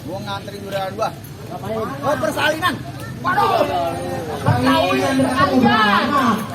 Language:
Betawi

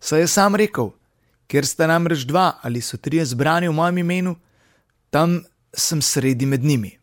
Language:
Slovenian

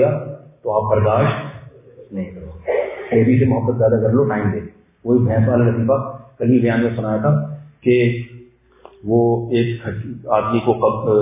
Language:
Urdu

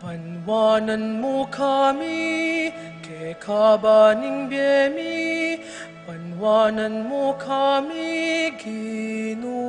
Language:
Pampanga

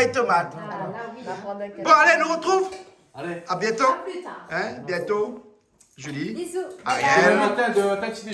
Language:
Réunion Creole French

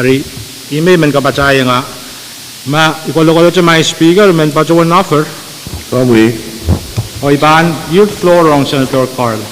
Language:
Pohnpeian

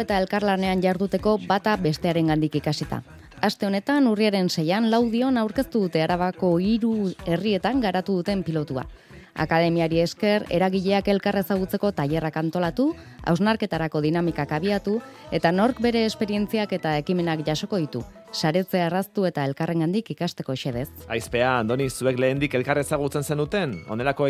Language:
Basque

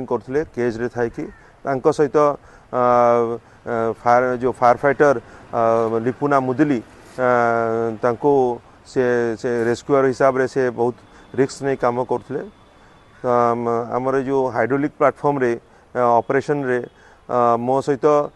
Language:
Odia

